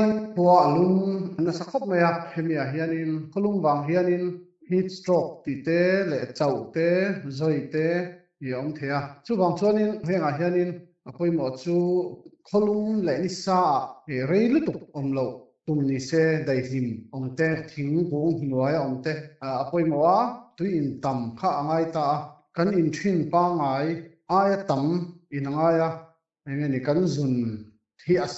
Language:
Mizo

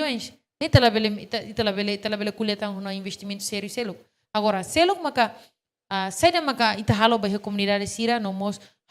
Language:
Tetum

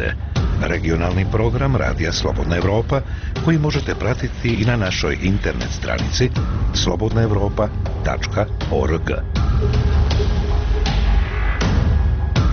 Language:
Bosnian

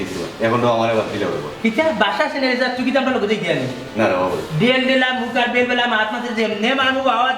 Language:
Sylheti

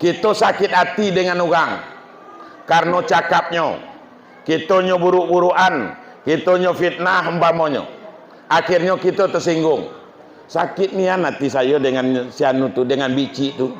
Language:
Minangkabau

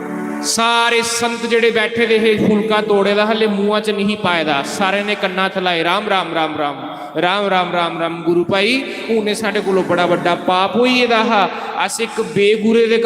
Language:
Dogri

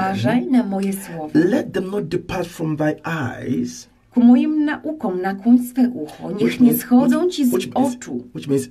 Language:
Polish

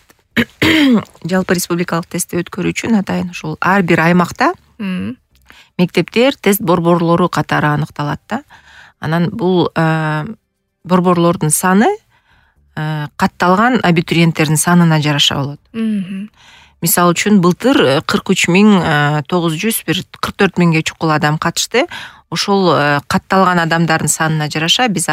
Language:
Kyrgyz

